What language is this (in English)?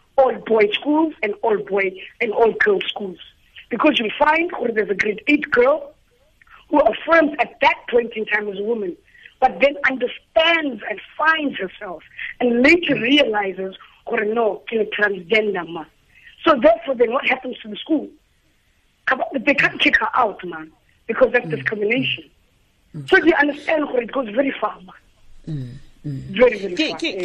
Tswana